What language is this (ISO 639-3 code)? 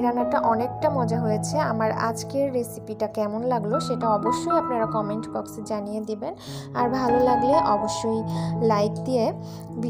ben